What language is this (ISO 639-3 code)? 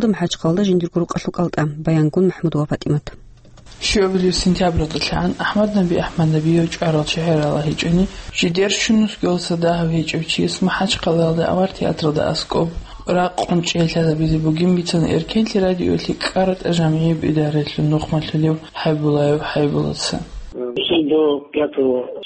ava